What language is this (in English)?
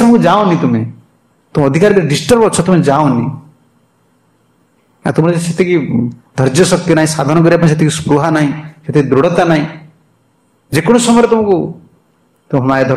Odia